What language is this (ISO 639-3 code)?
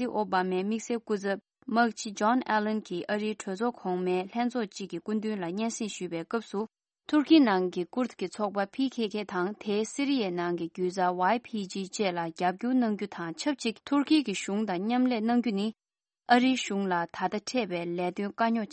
bod